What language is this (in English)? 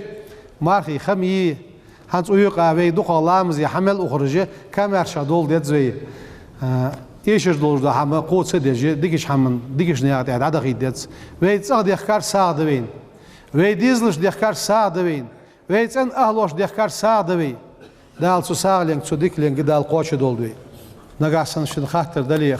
Ingush